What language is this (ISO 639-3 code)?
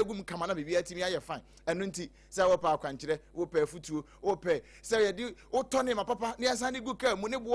aka